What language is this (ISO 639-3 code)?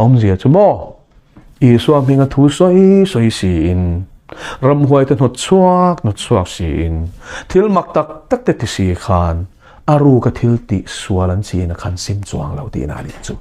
lus